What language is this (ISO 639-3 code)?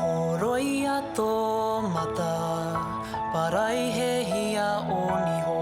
mri